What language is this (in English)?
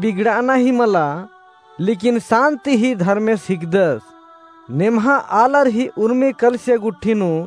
Kurukh